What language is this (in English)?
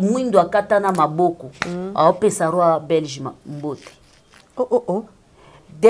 Lingala